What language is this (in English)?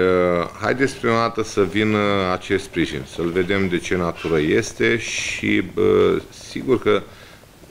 Romanian